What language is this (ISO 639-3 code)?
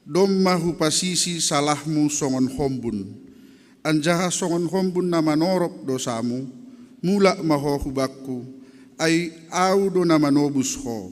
bts